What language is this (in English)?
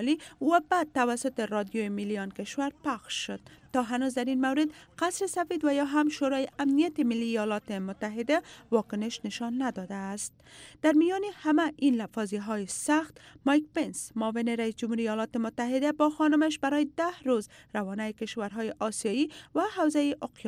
Persian